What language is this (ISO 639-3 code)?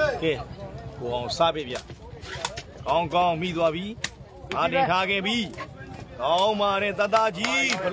mya